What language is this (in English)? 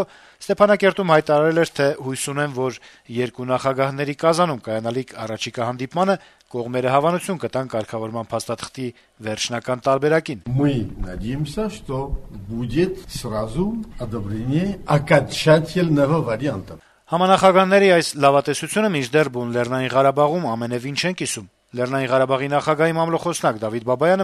Armenian